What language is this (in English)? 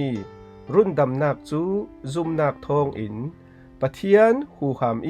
Falam Chin